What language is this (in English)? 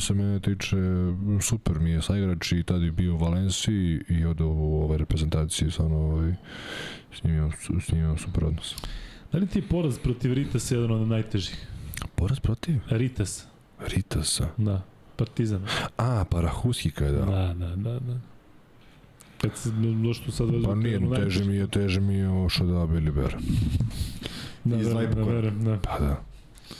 Serbian